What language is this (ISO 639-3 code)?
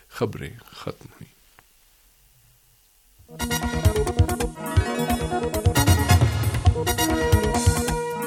urd